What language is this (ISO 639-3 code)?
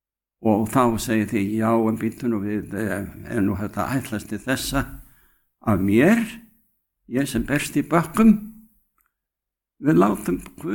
isl